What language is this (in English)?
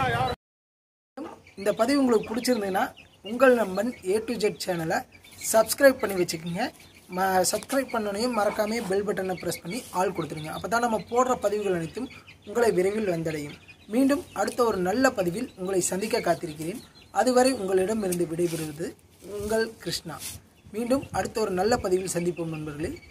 Tamil